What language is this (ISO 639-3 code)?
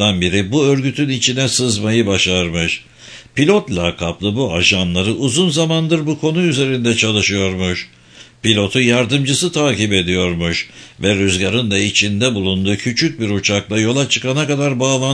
tur